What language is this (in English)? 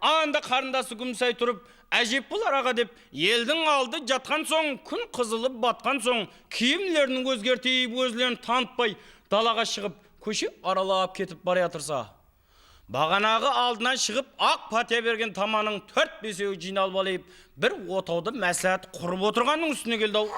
Kara-Kalpak